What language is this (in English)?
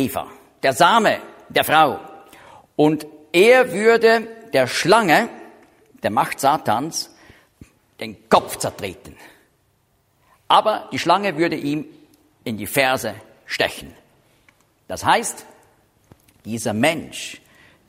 German